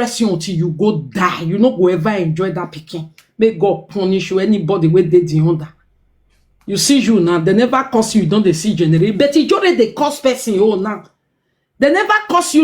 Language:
Nigerian Pidgin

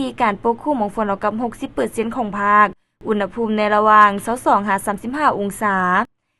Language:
Lao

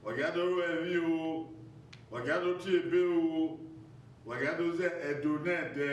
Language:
Bini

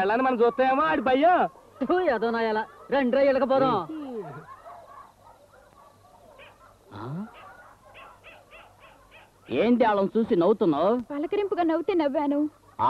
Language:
Telugu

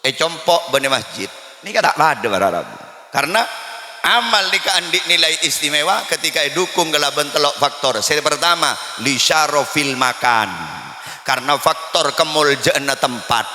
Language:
Madurese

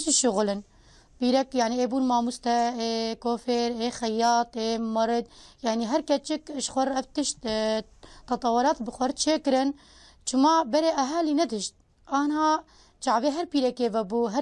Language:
Kurdish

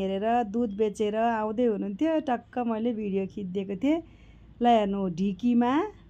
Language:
Nepali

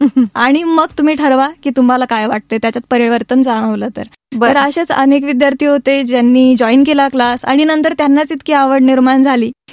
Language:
Marathi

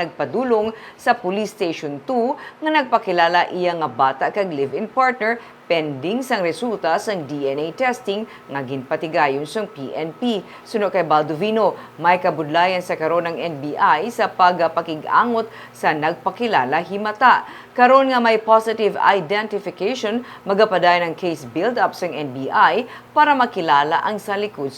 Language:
Hiligaynon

